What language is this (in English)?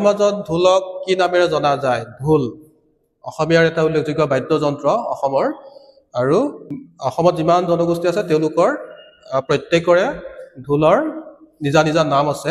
Assamese